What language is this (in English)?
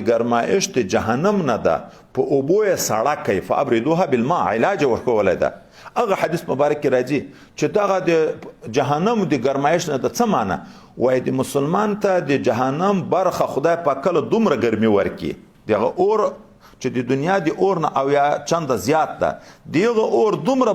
Pashto